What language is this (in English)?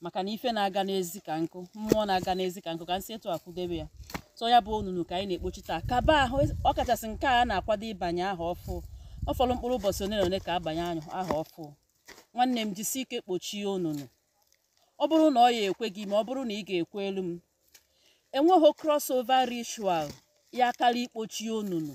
Igbo